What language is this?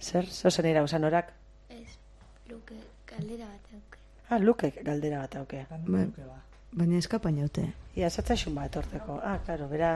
Basque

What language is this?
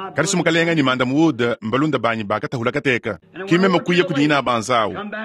Luba-Lulua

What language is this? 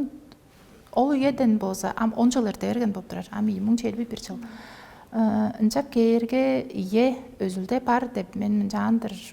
Tuvinian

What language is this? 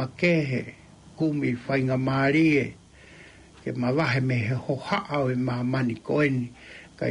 Tongan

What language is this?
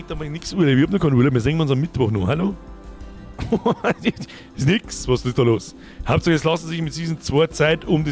Bavarian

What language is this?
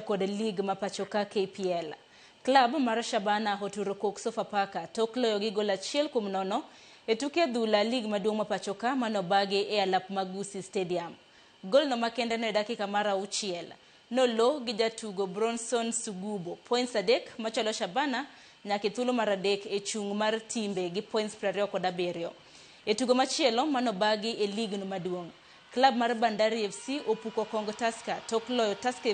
Luo (Kenya and Tanzania)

